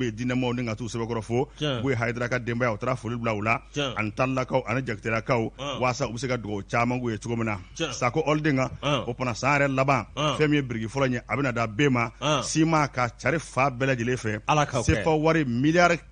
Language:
Bambara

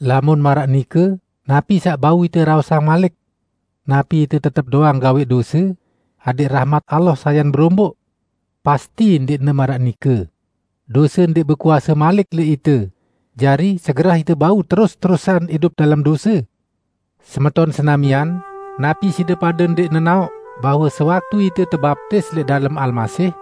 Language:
Sasak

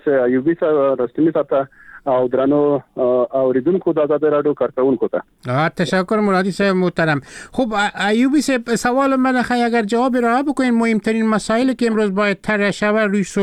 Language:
Persian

